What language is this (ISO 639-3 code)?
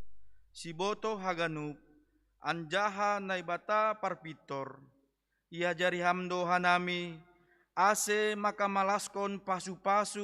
bts